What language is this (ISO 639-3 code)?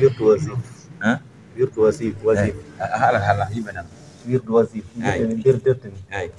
ful